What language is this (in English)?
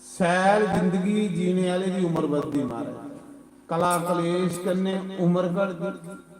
Dogri